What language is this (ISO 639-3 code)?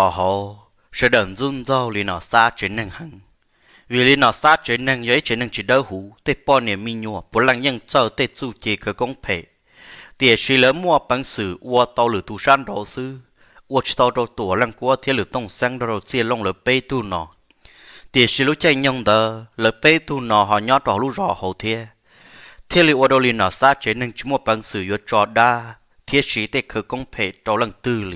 hmn